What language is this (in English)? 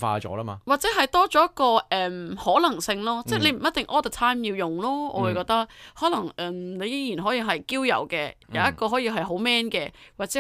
Cantonese